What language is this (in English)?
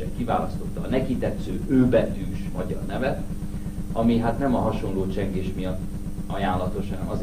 Hungarian